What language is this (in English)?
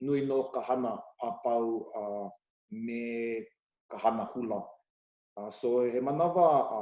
Hawaiian